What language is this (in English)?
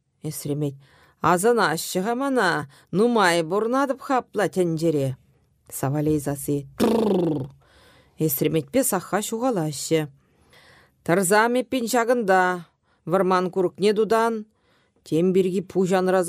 Chuvash